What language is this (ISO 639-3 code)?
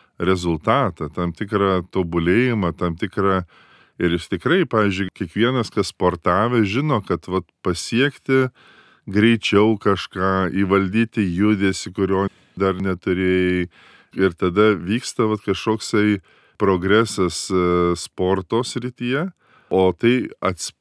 lit